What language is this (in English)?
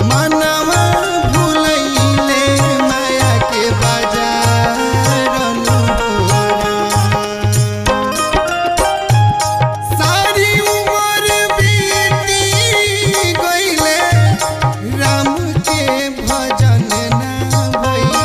Bhojpuri